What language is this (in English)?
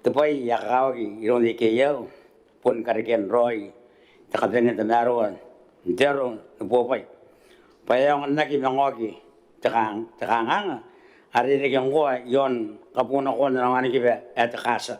Gilbertese